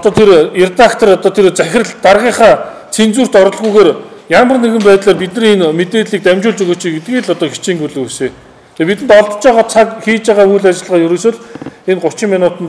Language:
Mongolian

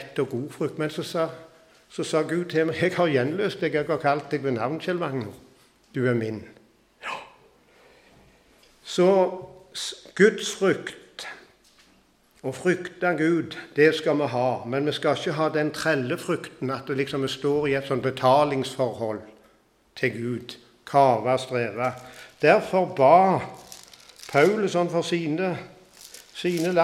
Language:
Norwegian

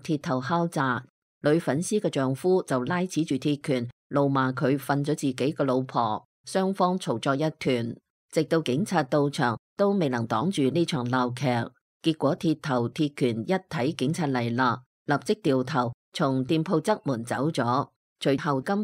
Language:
Cantonese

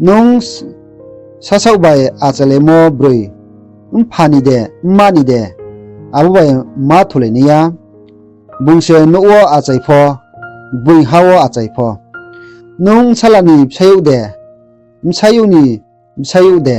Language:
Riang (India)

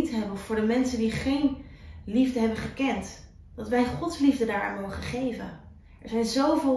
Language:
Dutch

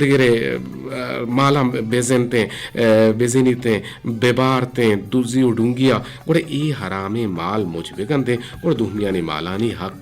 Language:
Eastern Balochi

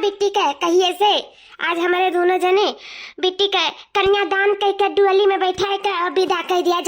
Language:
Awadhi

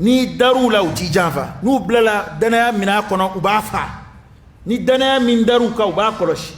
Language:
Dyula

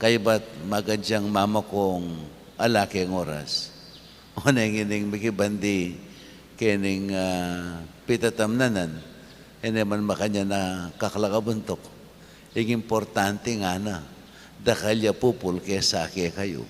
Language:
Pampanga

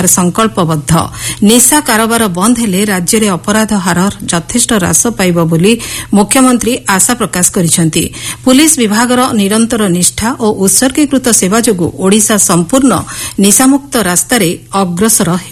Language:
Odia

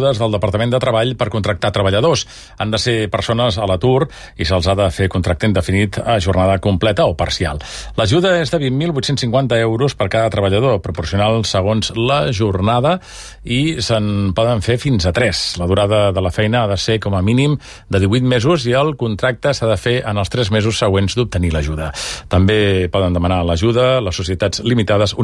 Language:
Catalan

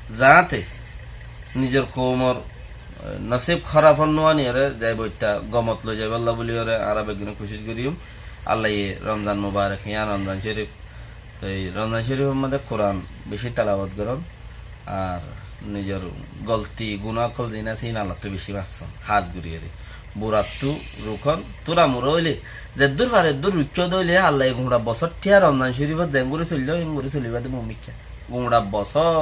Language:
Rohingya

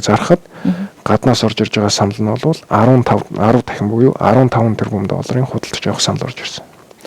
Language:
Mongolian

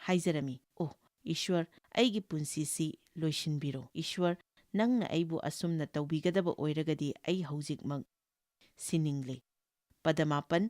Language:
Manipuri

